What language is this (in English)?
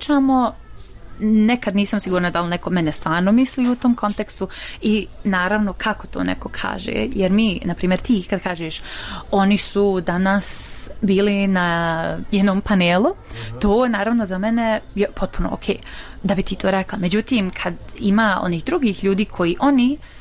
Bosnian